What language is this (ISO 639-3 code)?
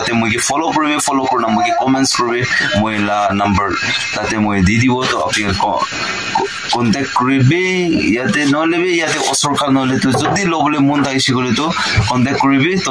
nag